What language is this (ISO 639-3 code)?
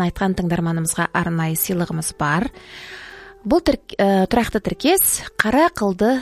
kaz